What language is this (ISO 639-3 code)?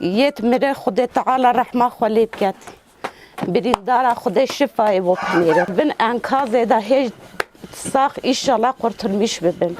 kur